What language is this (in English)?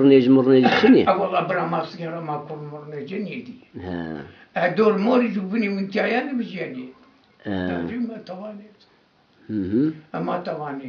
Zaza